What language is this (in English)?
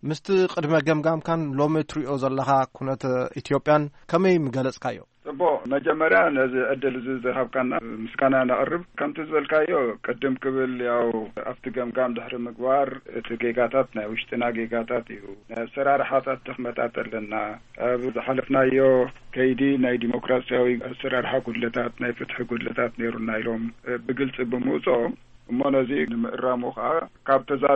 Tigrinya